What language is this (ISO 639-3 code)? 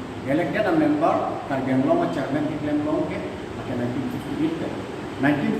mjw